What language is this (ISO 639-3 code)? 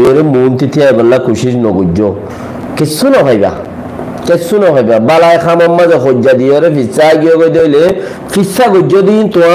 rhg